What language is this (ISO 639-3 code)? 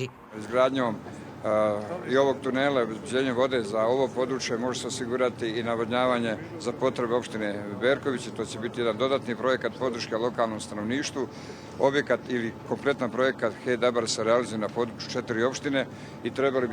bos